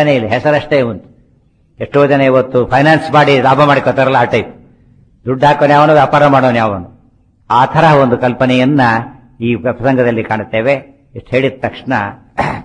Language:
Kannada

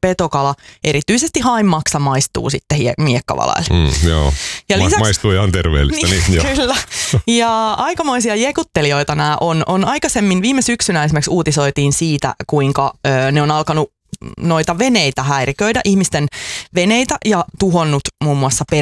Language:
Finnish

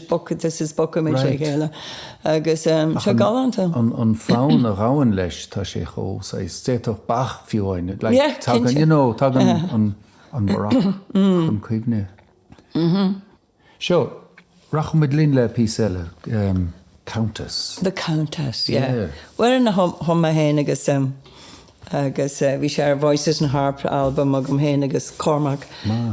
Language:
Irish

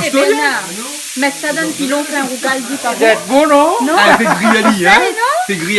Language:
Réunion Creole French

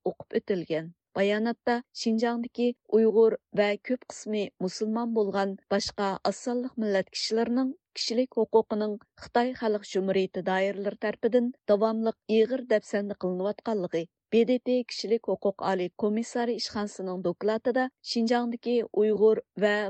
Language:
Uyghur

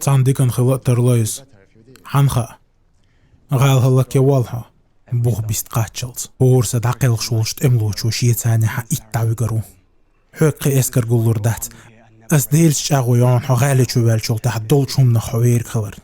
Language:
Chechen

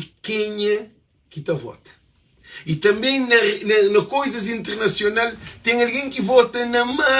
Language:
Kabuverdianu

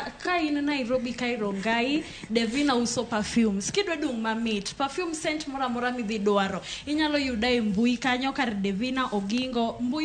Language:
Luo (Kenya and Tanzania)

